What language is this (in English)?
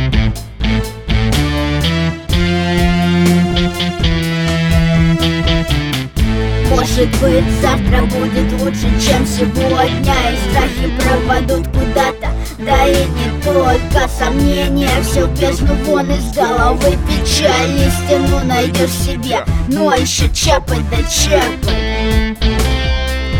Russian